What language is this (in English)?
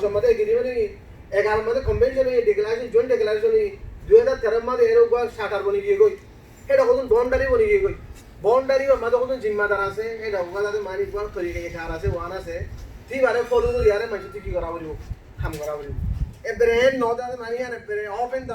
Rohingya